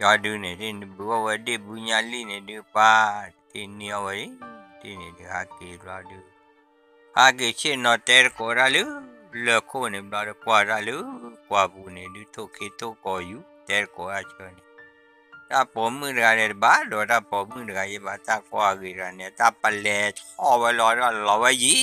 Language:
S'gaw Karen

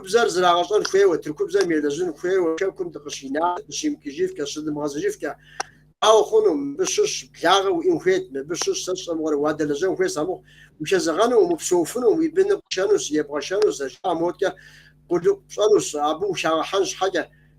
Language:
Kabardian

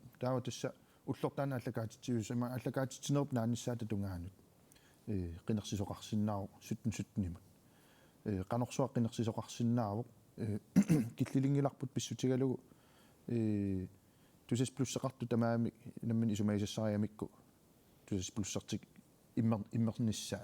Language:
Kalaallisut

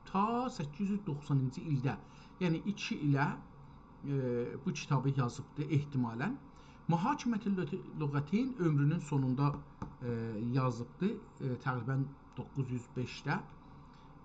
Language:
South Azerbaijani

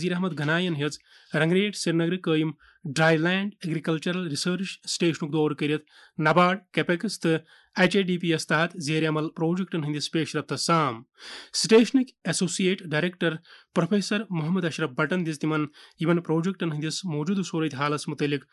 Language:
Kashmiri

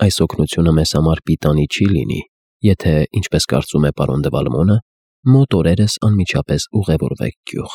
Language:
Armenian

